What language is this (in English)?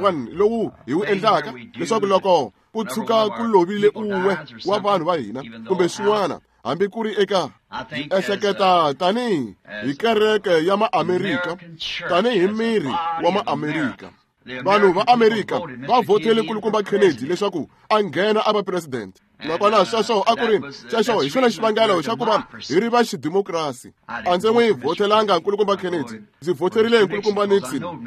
Tsonga